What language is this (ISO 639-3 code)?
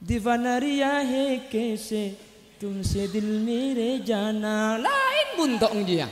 mad